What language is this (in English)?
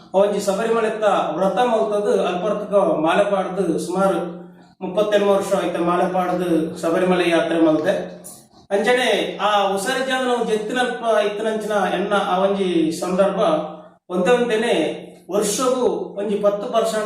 Tulu